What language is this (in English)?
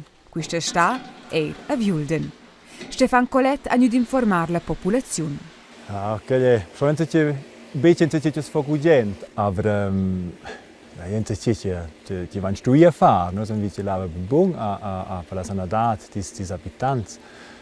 Romansh